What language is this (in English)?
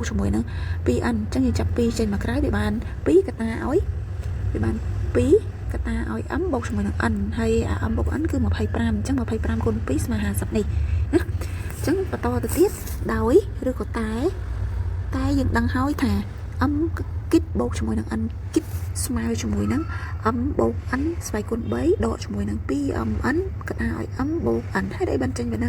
Khmer